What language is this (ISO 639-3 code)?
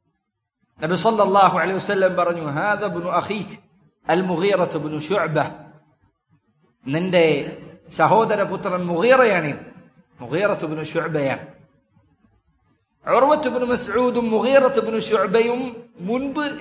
mal